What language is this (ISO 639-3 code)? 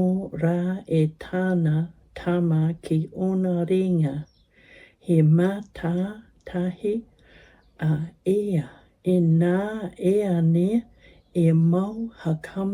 mri